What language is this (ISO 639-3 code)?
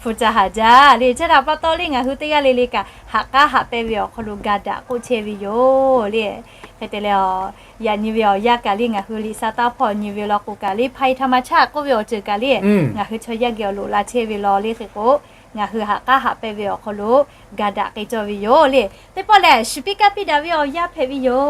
lhu